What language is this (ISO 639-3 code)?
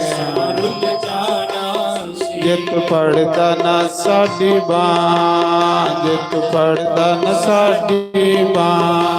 doi